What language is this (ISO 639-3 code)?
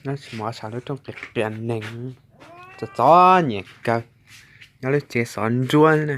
hmn